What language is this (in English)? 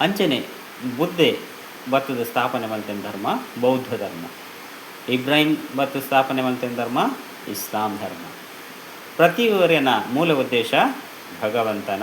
Tulu